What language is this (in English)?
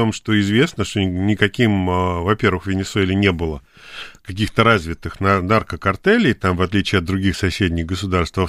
Russian